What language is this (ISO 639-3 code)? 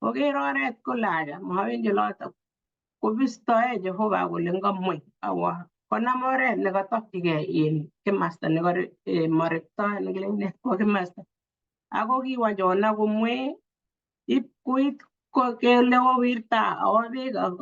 kln